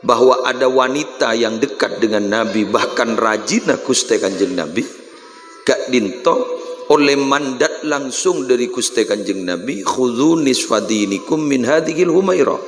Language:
Madurese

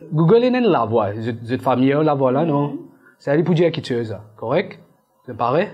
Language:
Morisyen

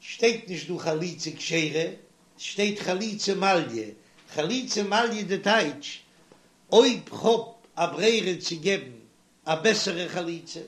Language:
Yiddish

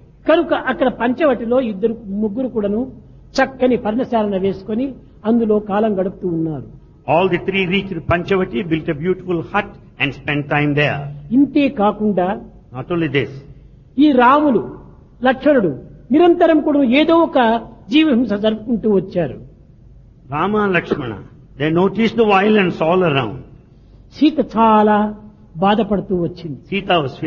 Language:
Telugu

